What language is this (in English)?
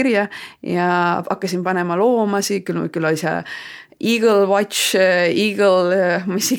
Estonian